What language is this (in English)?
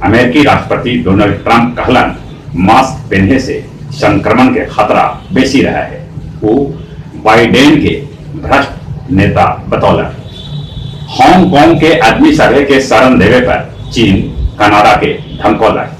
Magahi